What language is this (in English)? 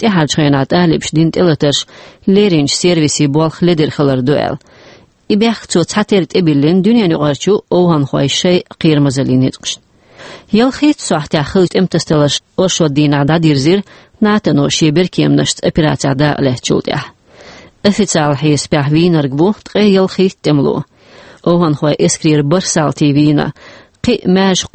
Chechen